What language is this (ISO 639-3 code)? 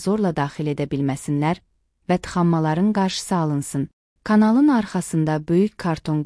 aze